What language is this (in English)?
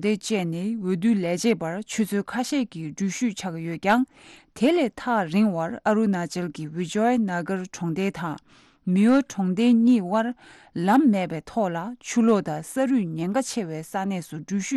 Tibetan